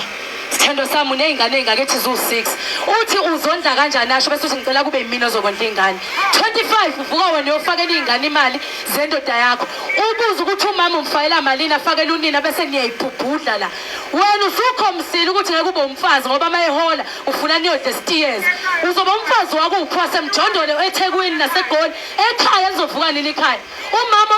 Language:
Zulu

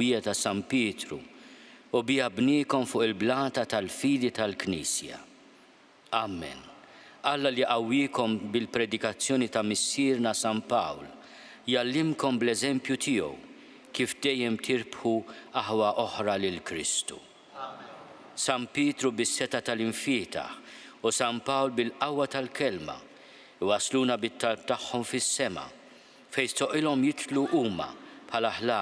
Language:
Maltese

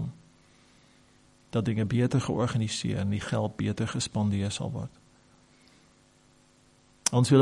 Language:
Afrikaans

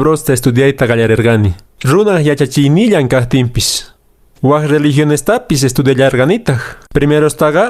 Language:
Quechua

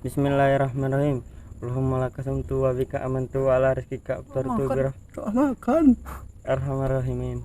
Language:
Musi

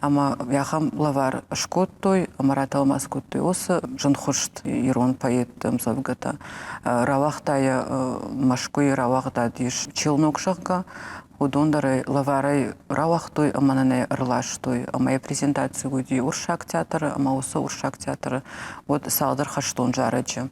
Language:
Ossetic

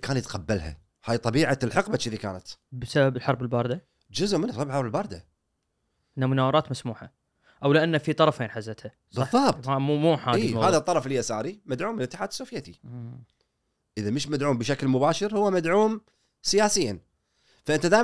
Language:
Gulf Arabic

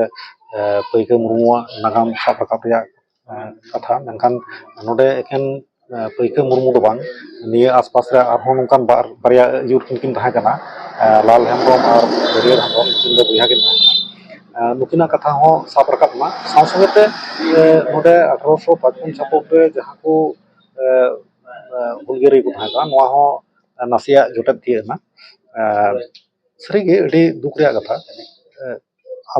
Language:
Santali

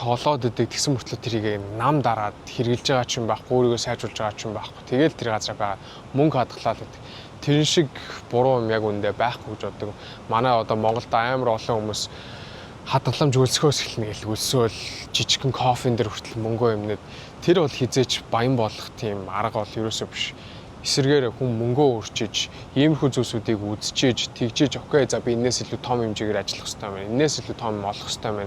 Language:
Mongolian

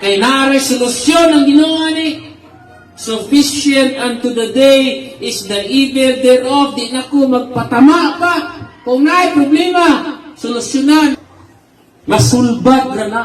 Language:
Cebuano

